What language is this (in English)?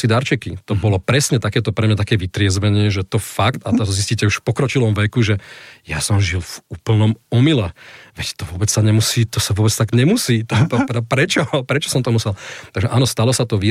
Slovak